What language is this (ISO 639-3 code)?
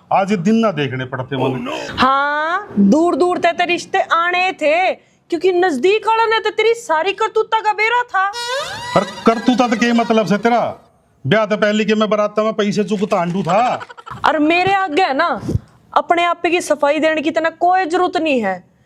bgc